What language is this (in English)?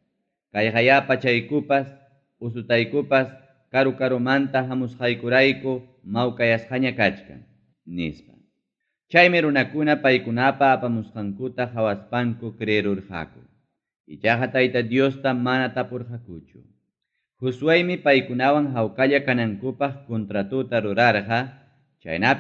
Ayacucho Quechua